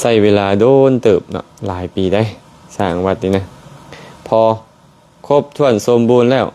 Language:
Lao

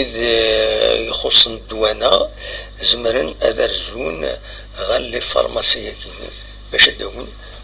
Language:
Kabyle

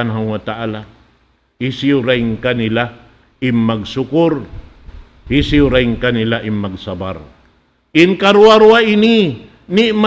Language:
Tausug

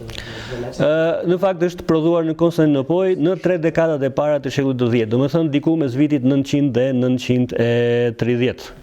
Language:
Albanian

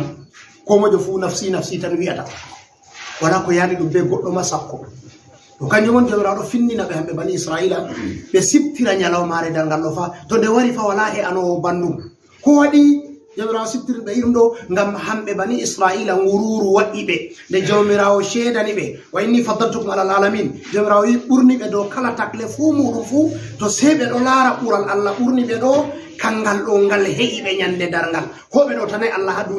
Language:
Fula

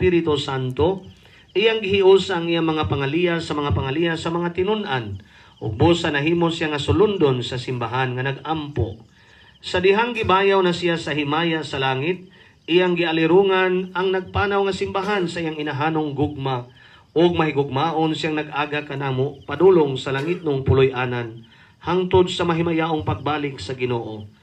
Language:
Cebuano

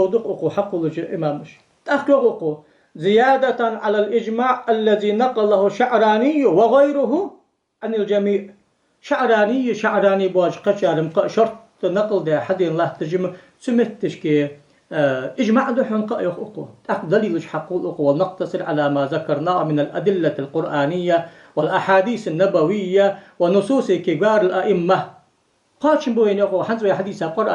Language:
Ingush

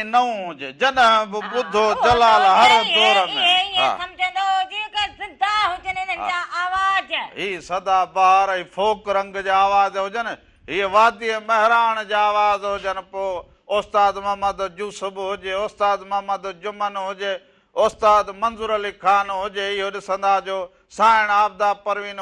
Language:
Sindhi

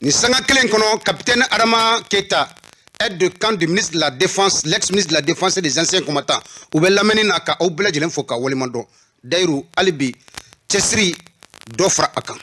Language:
Bambara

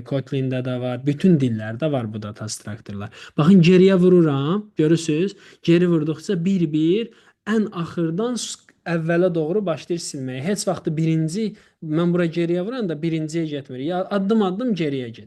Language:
Azerbaijani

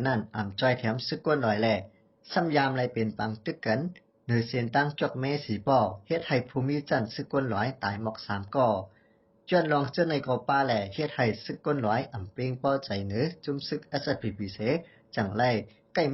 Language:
Shan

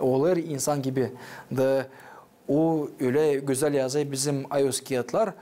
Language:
Gagauz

